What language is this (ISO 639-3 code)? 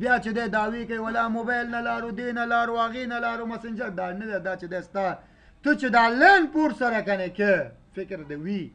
pus